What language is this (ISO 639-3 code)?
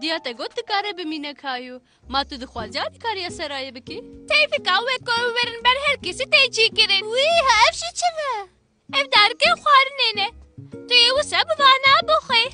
kur